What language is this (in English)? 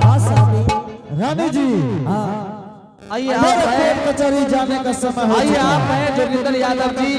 Angika